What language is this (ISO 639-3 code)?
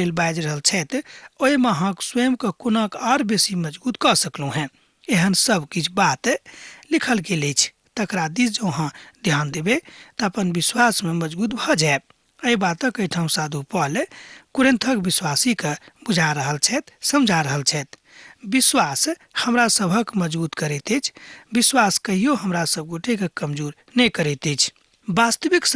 mai